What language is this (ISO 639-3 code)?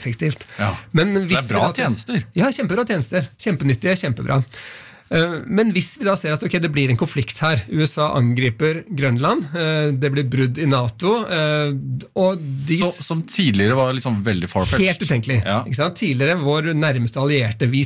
nor